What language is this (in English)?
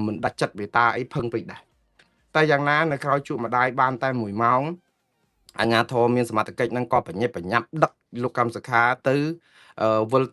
Khmer